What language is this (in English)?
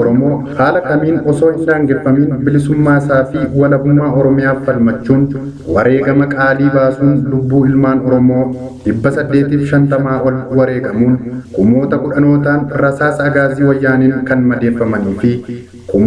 Oromo